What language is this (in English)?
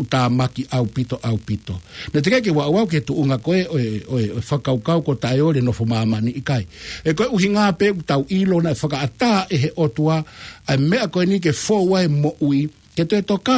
Tongan